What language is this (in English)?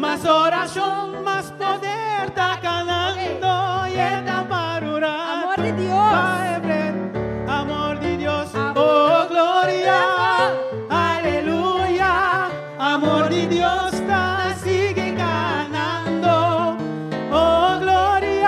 Papiamento